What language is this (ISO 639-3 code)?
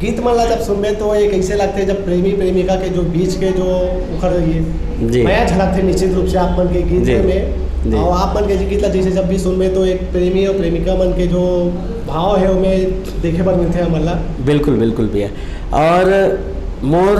hne